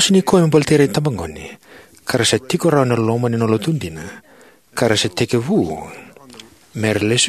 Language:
Fijian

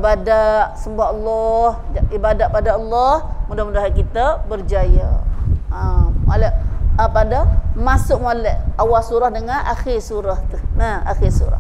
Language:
Malay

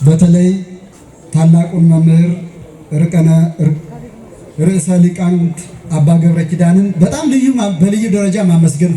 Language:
Amharic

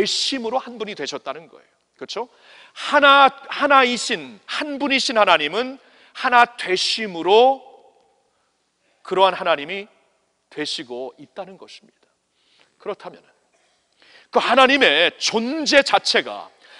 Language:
Korean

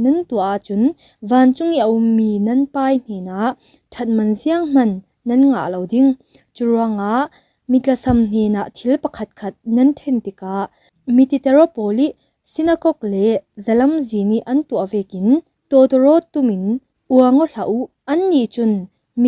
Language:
Falam Chin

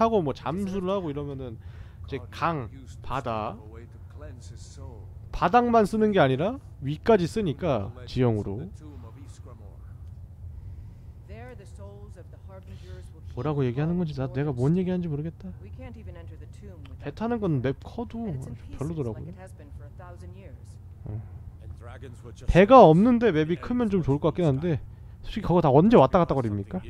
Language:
Korean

